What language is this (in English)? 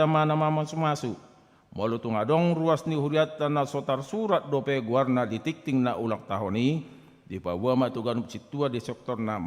Batak Toba